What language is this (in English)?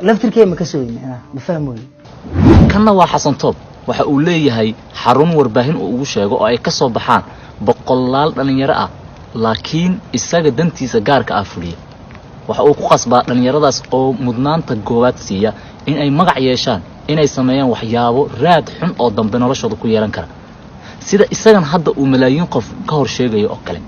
Somali